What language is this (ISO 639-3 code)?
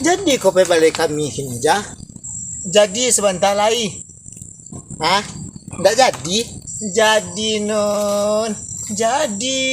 min